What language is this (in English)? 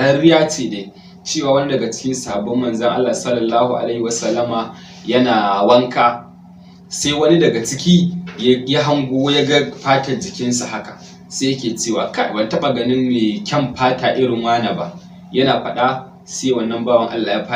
Hausa